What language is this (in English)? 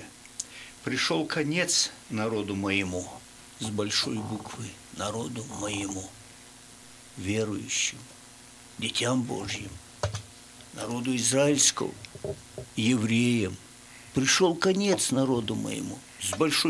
Russian